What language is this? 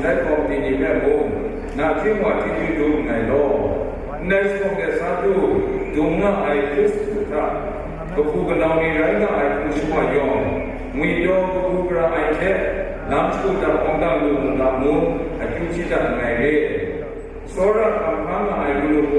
Kachin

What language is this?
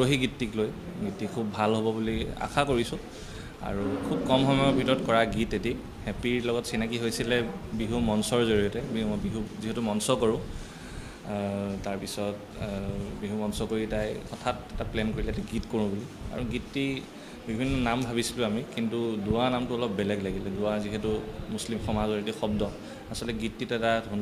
Assamese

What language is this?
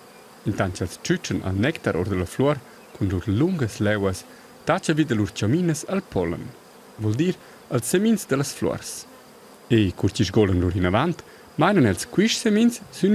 Romansh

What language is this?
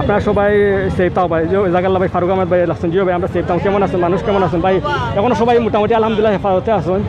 Sylheti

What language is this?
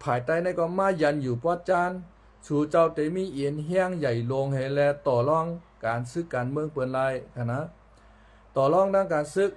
Shan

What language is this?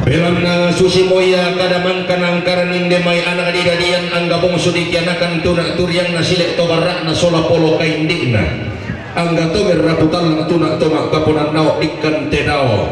Toraja-Sa'dan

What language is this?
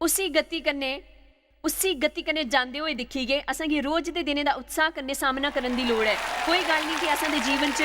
Dogri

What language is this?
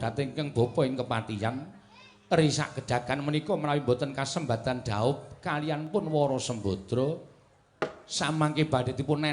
Javanese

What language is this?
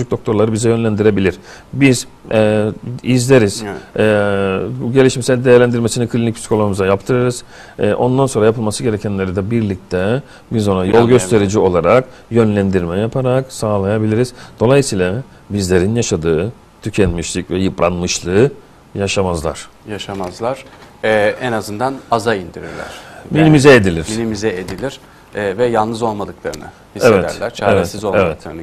Turkish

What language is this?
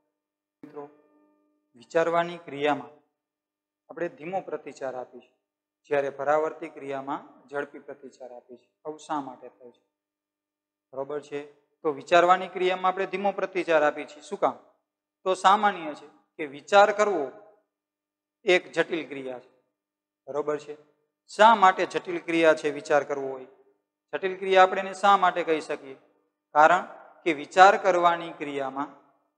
Gujarati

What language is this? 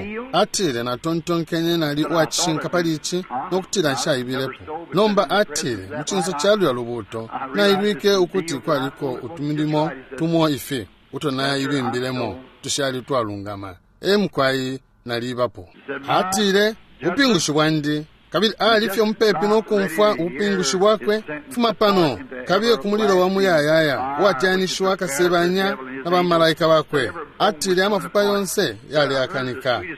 Bemba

